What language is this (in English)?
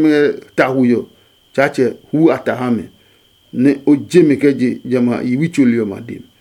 Adangme